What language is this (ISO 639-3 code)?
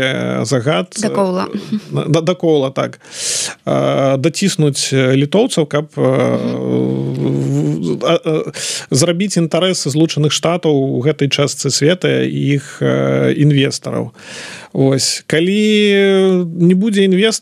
bel